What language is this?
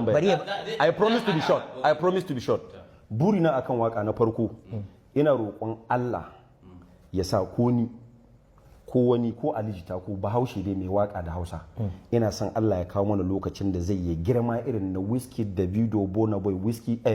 Hausa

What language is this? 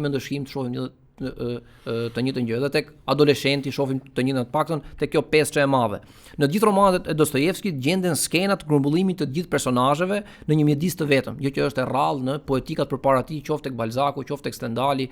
Albanian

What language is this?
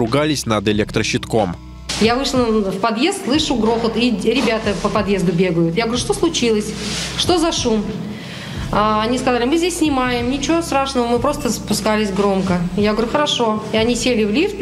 Russian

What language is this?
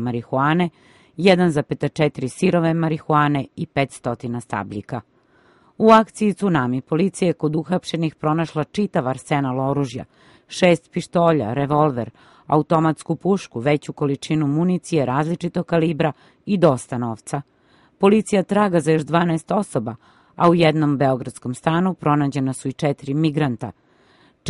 Serbian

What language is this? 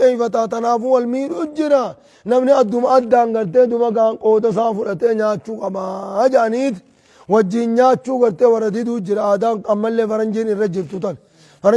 Oromo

